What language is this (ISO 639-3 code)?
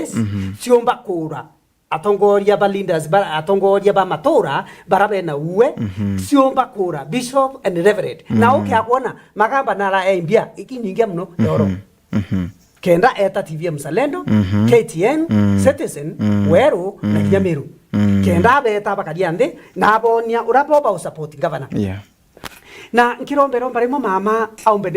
mer